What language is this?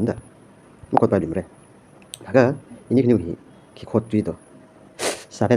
Tangkhul Naga (India)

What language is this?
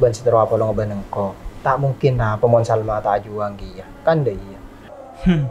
Madurese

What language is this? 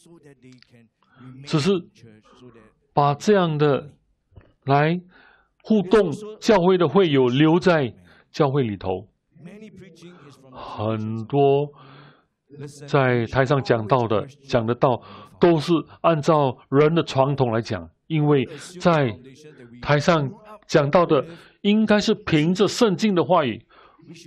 Chinese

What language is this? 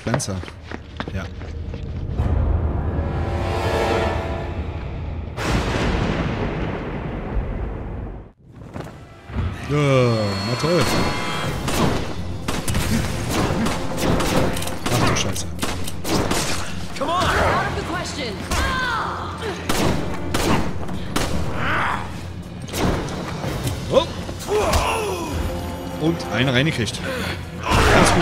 German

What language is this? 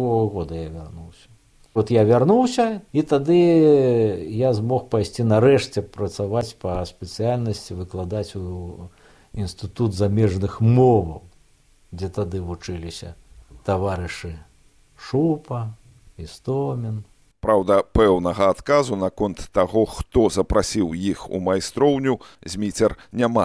Belarusian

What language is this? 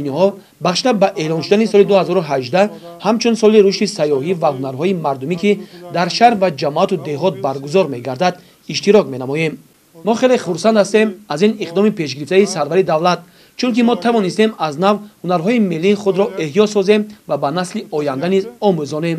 Tajik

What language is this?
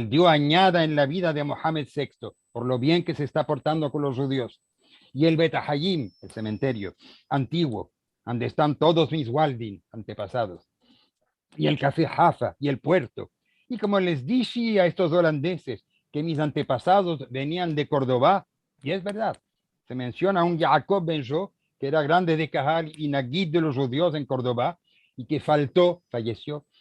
Ladino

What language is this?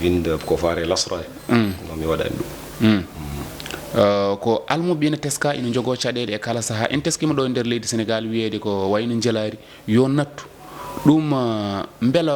Fula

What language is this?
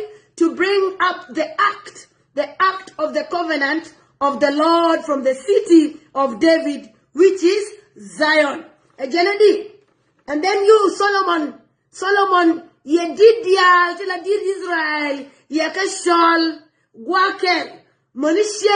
Nuer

